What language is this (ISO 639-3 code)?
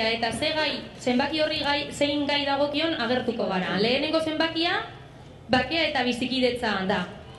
eus